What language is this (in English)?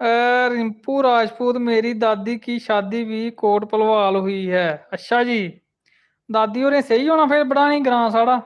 Dogri